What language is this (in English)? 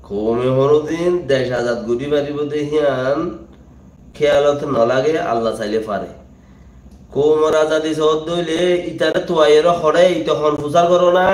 Rohingya